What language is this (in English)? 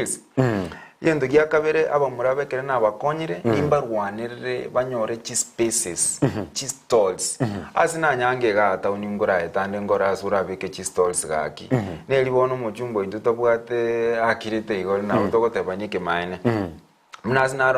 Gusii